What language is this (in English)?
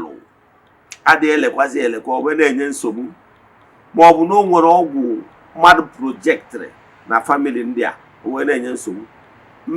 Igbo